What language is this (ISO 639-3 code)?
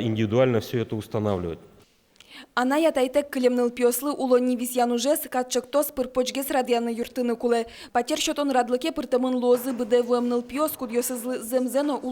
udm